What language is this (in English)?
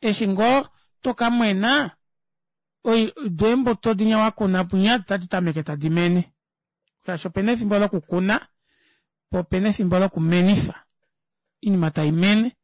Kuanyama